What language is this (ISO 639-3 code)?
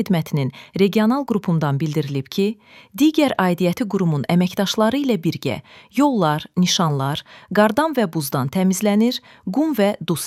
aze